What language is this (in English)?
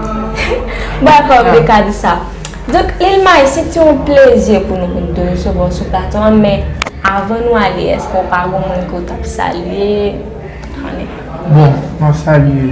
Haitian Creole